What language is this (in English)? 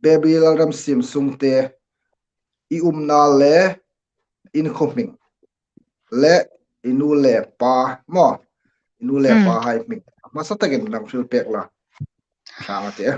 Hmar